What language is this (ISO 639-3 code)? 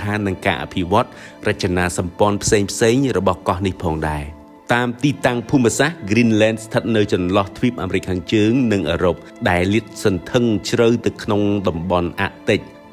khm